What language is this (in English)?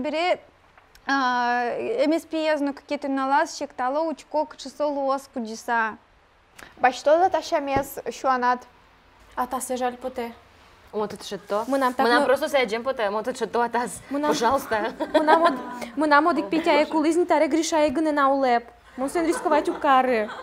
Udmurt